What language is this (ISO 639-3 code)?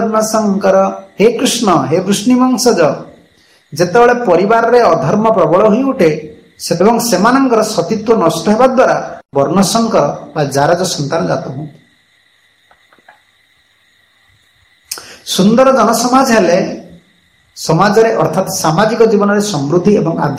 ori